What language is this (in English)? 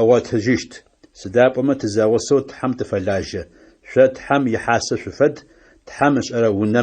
Adyghe